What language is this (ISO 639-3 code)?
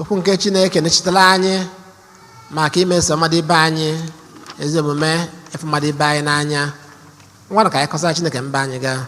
ibo